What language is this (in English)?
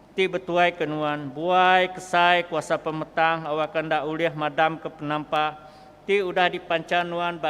Iban